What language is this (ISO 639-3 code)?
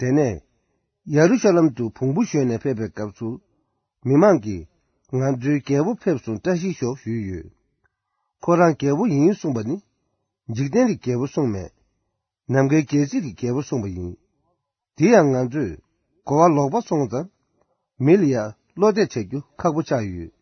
bod